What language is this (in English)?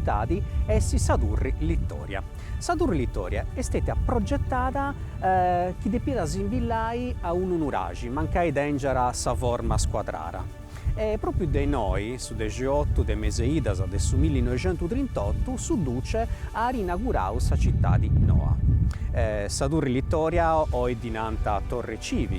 Sardinian